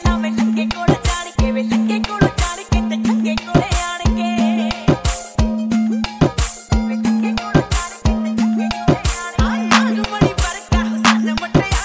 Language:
Punjabi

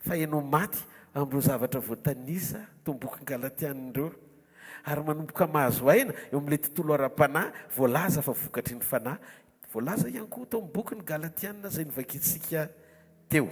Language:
Malagasy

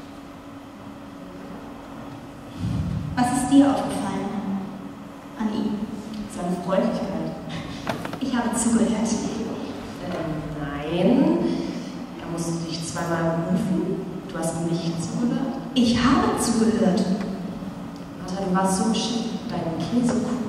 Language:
German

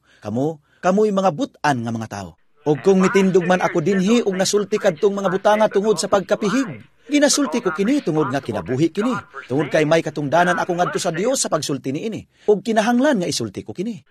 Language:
Cebuano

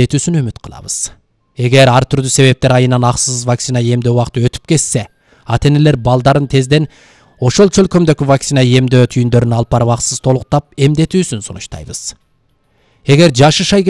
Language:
Kyrgyz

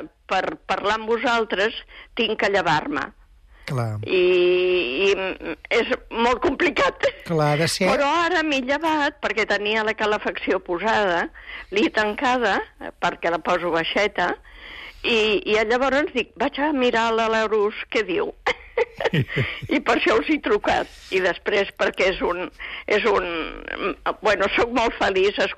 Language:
Catalan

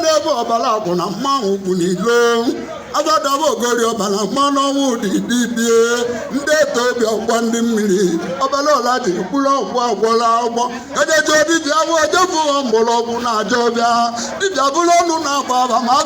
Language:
Igbo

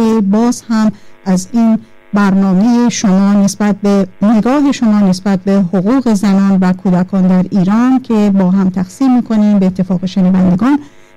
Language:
Persian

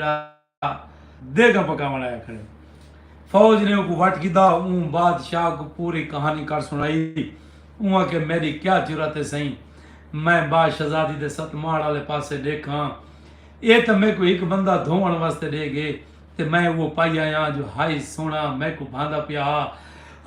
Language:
Saraiki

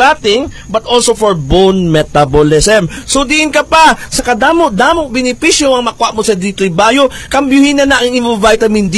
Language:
Hiligaynon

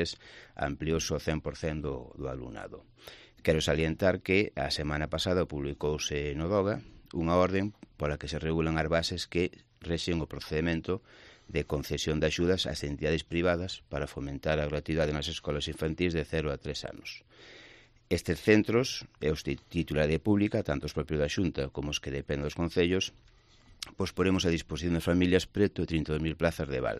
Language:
Galician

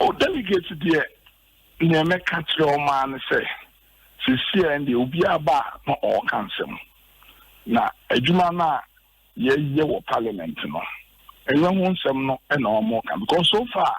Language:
Akan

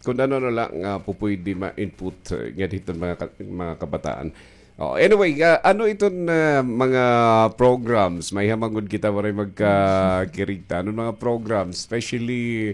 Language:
Waray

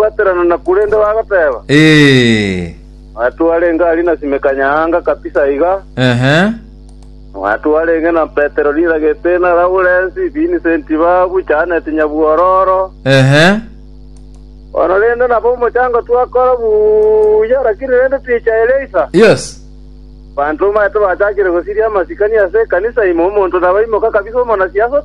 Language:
Gusii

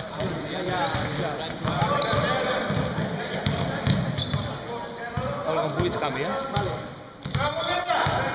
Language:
Catalan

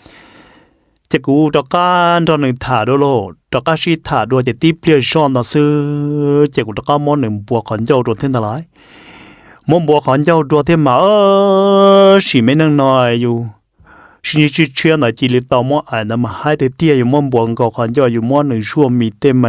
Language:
Vietnamese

